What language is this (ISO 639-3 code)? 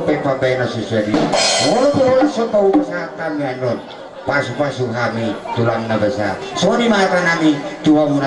bbc